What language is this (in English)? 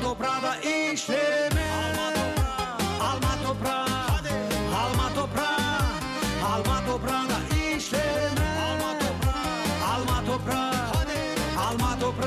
Gagauz